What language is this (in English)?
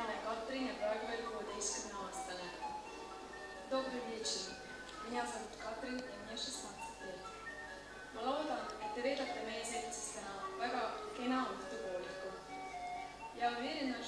Russian